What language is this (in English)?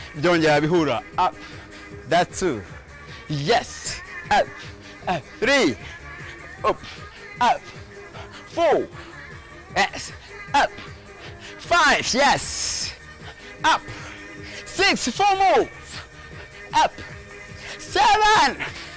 Kinyarwanda